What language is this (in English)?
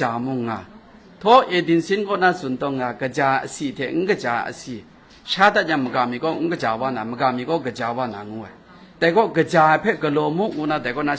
Kachin